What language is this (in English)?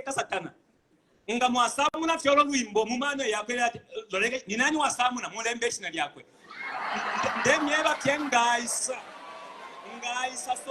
Bemba